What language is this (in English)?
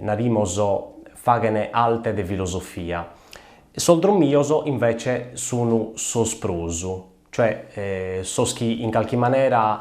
Sardinian